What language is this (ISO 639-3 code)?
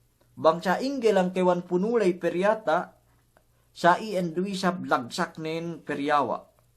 yka